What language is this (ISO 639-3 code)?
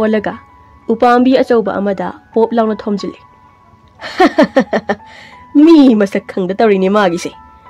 mni